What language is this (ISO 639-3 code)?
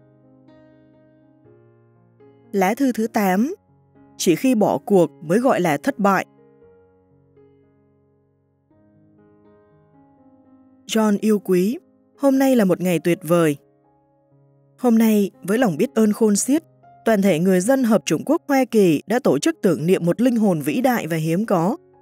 vie